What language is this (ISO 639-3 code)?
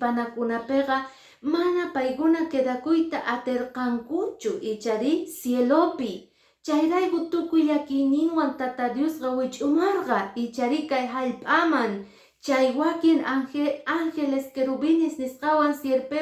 que